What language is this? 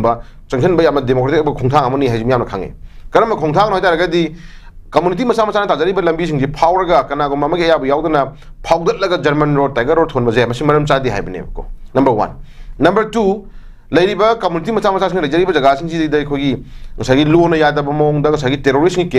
Manipuri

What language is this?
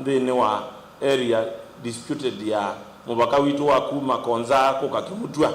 Kamba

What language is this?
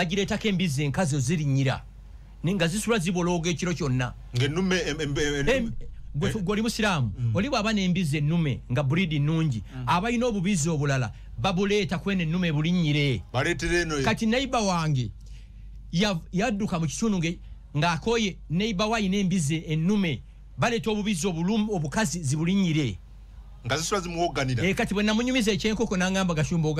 Ganda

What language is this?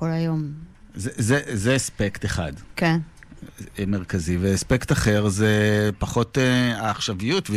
Hebrew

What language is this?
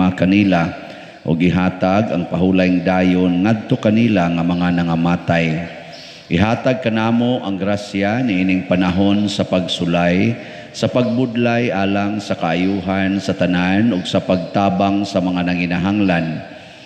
Cebuano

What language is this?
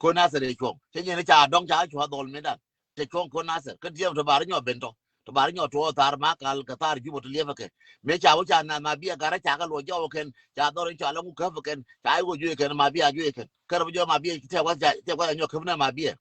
Nuer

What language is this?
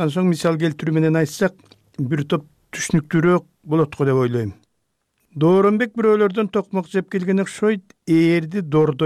Kyrgyz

